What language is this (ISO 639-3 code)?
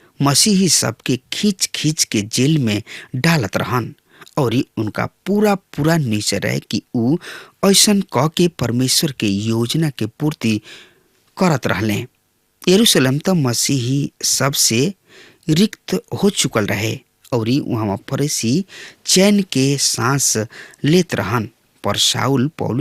bho